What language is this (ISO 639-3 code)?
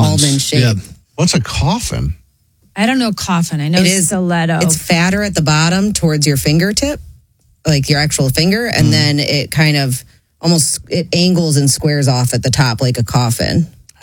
eng